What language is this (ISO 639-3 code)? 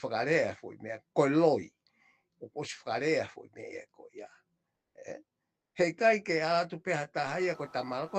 ton